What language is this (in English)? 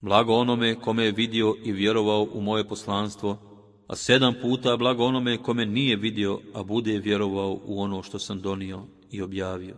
Bosnian